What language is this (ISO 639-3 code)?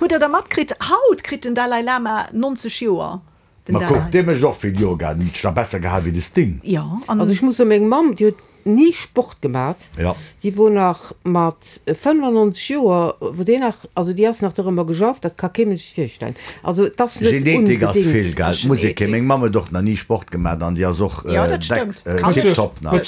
ltz